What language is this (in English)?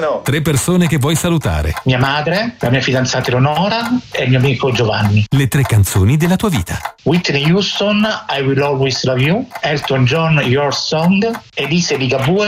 Italian